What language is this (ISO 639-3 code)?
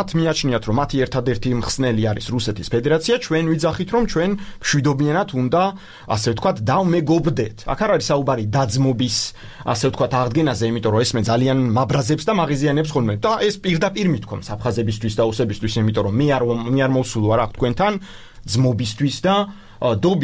kat